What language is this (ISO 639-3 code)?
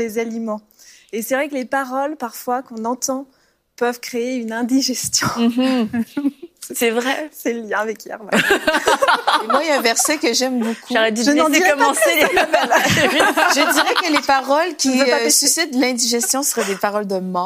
fra